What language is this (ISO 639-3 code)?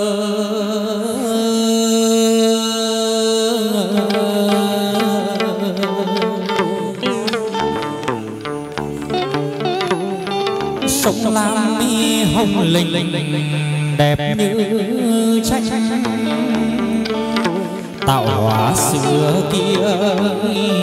vie